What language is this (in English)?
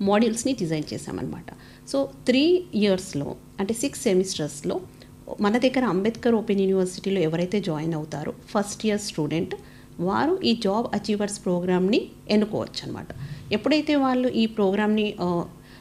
Telugu